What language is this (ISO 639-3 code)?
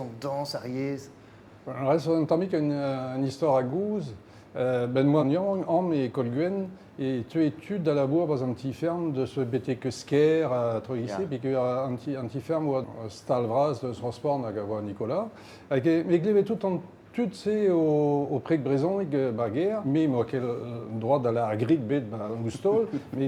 bre